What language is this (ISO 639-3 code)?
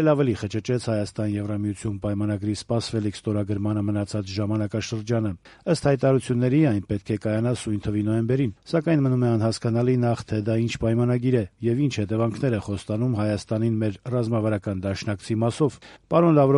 hye